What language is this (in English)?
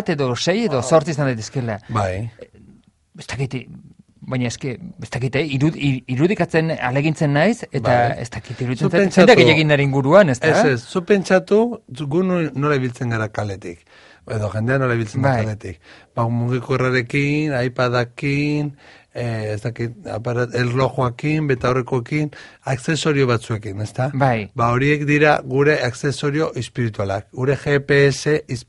Basque